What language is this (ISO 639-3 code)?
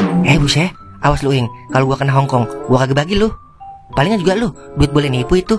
bew